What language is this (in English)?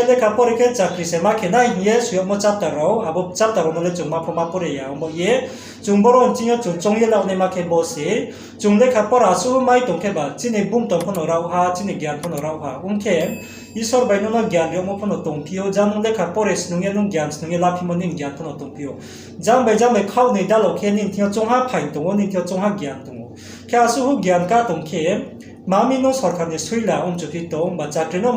Riang (India)